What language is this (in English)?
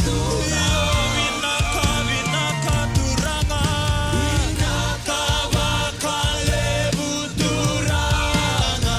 Fijian